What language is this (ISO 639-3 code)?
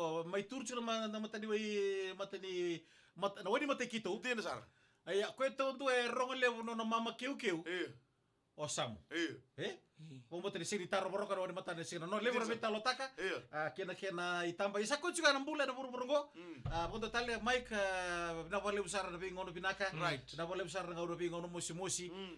fij